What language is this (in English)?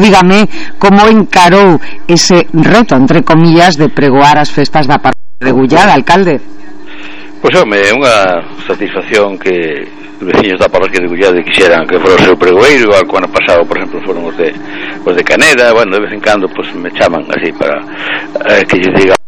Galician